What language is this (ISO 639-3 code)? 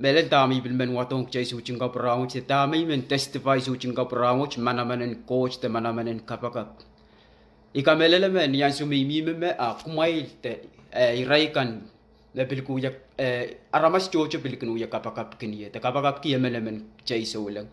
pon